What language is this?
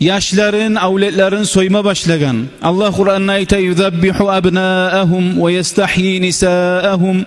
Kumyk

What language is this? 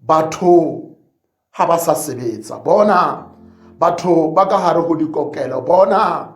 Tswana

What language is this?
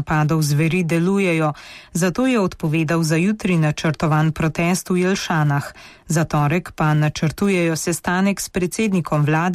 Slovenian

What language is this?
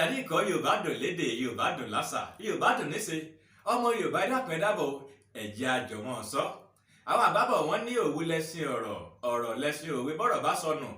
Yoruba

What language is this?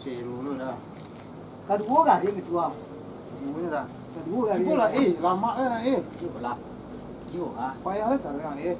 Minangkabau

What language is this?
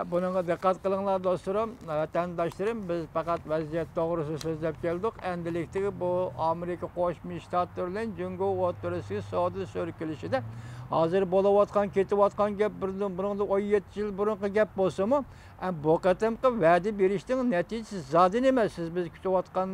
Uyghur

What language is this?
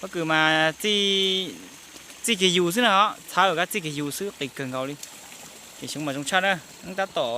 Hmong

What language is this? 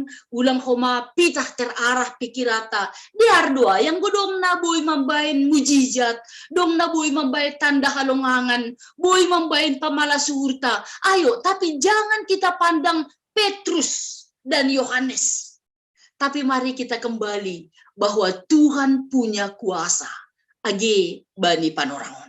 Batak Simalungun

